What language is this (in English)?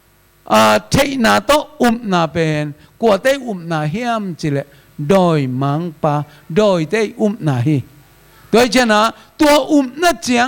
Tedim Chin